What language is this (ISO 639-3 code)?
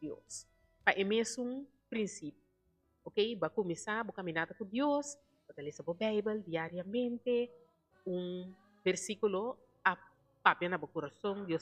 pap